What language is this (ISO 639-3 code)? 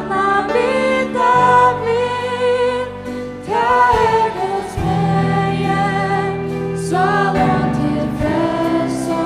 fao